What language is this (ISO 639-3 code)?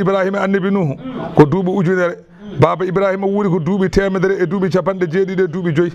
ful